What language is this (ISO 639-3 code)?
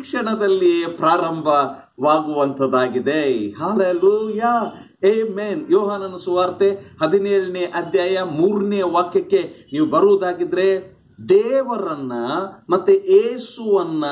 kan